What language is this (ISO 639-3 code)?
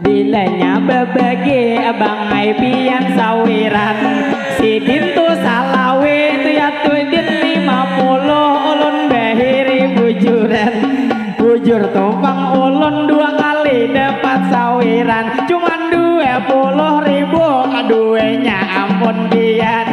bjn